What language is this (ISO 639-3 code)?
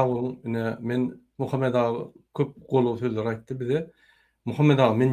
tuk